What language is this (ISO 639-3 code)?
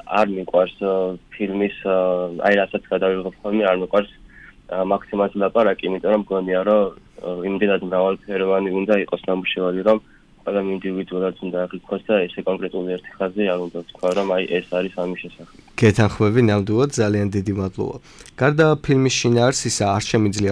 kat